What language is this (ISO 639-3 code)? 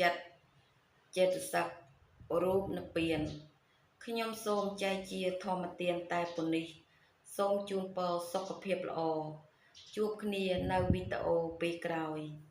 khm